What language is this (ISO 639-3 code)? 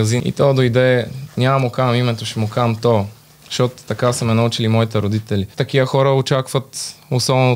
bul